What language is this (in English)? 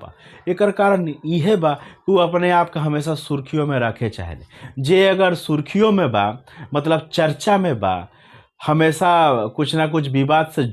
Bhojpuri